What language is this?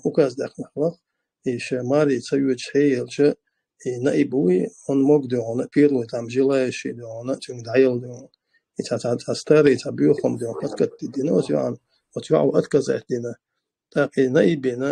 Chechen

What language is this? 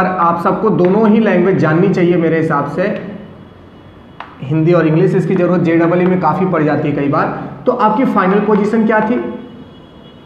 Hindi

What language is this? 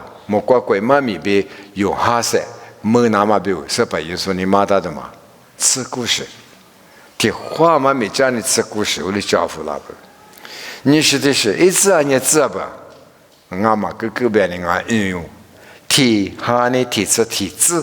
Lisu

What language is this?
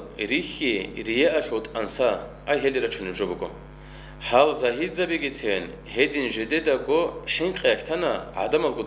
Avaric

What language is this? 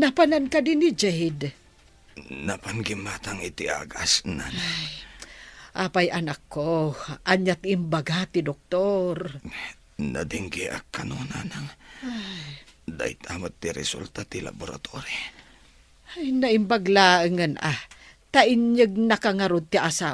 Iloko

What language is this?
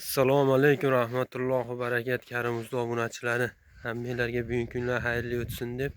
Uzbek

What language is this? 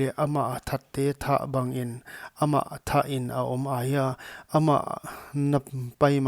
Paite Chin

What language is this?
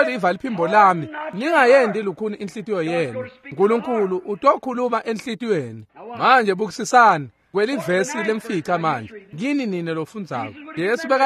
Swati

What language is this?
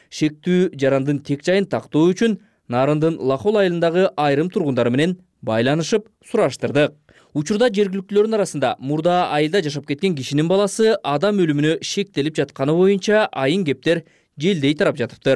Kyrgyz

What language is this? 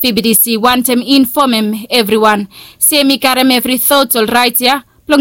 Bislama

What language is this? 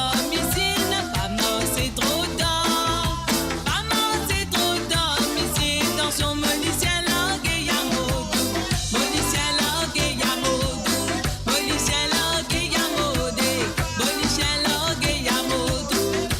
Morisyen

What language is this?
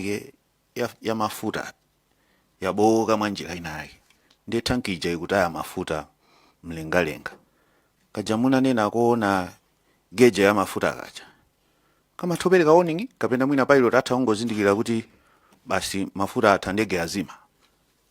Nyanja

